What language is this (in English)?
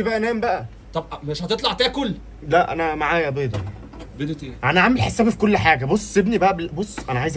Egyptian Arabic